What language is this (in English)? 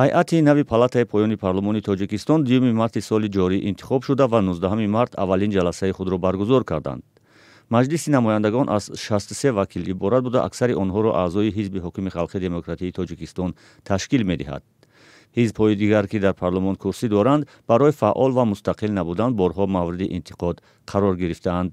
Tajik